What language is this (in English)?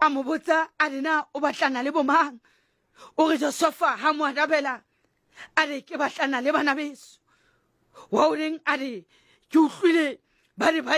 Southern Sotho